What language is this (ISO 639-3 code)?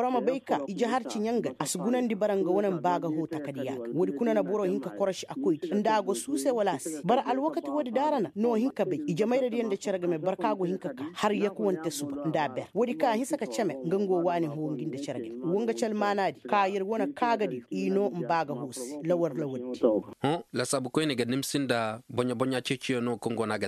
ses